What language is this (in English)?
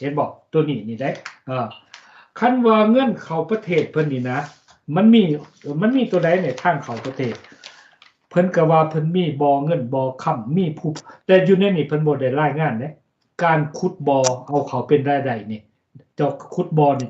Lao